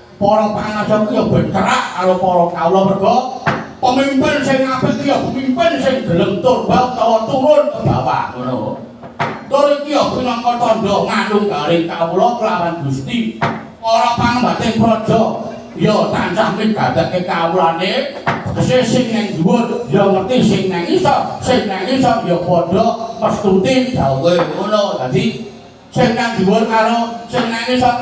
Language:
Javanese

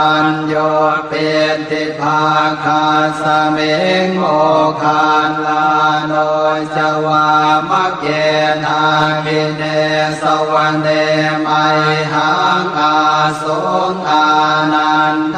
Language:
Pali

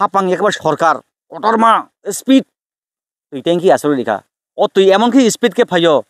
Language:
Kok Borok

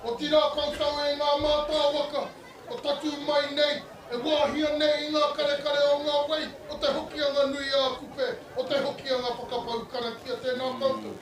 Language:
Māori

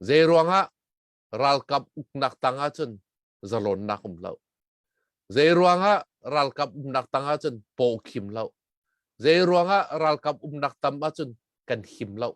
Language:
Hakha Chin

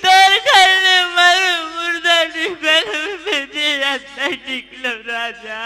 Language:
Chhattisgarhi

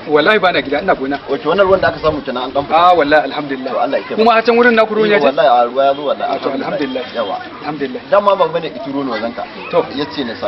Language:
Hausa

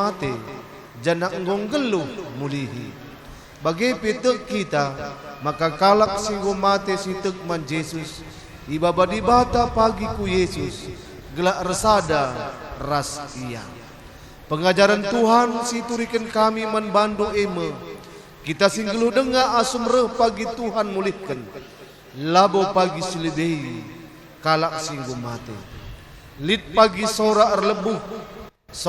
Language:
Batak Karo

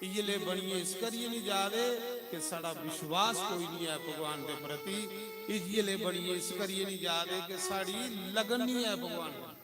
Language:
Dogri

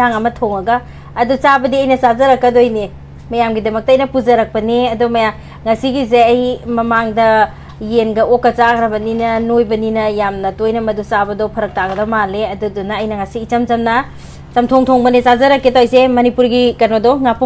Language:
Manipuri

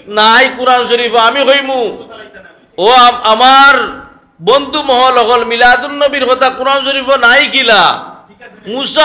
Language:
Sylheti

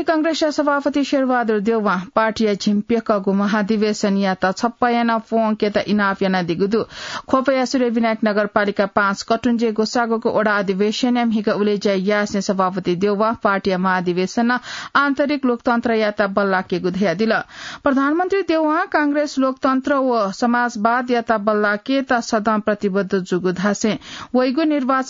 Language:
Newari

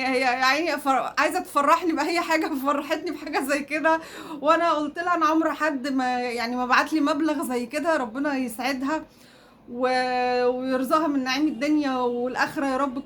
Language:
Egyptian Arabic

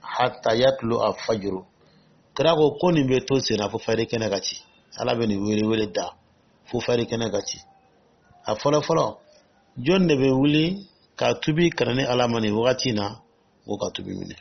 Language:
Dyula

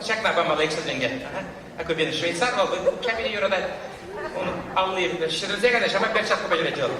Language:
Chuvash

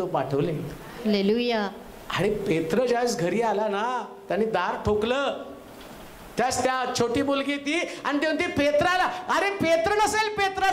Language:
Marathi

